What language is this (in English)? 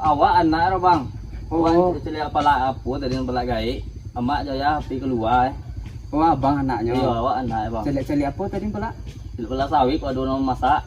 Minangkabau